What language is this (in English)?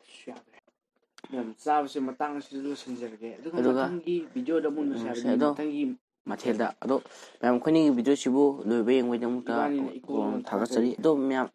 Manipuri